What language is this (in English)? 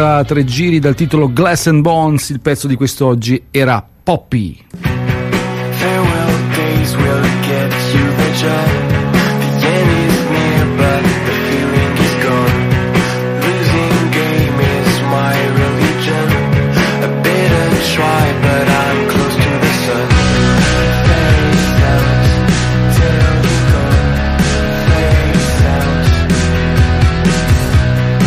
Italian